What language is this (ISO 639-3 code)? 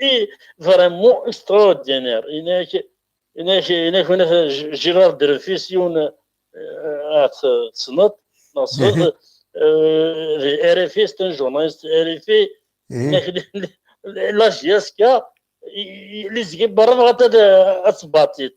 kab